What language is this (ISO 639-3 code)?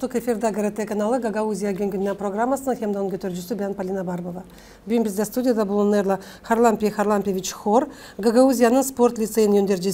gag